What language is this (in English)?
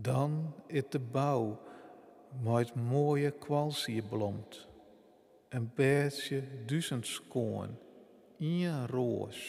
Western Frisian